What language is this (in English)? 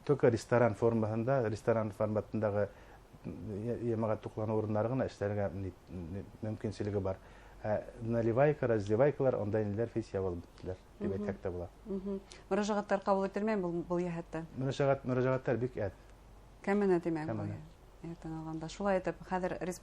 Bashkir